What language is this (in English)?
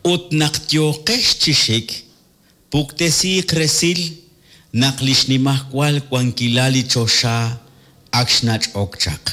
Kekchí